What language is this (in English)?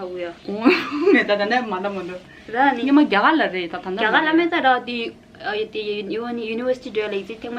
Tibetan